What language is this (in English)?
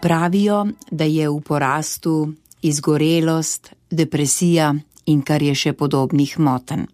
Slovenian